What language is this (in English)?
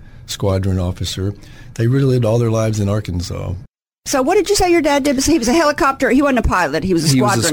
English